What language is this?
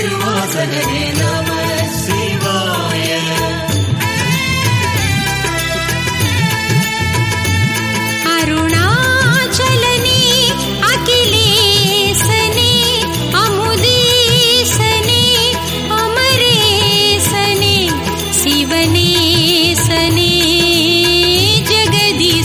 Tamil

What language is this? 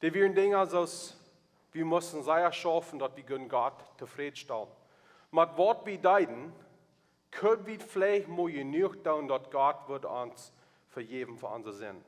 Plautdietsch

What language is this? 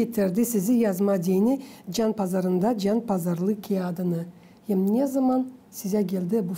Gagauz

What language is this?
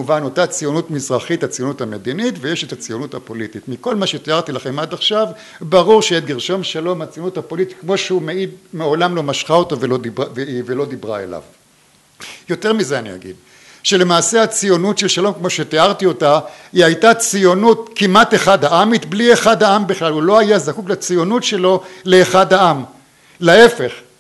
Hebrew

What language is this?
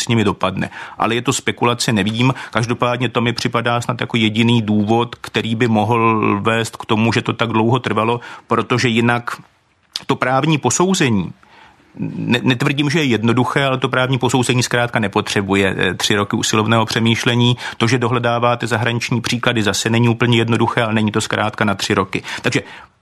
Czech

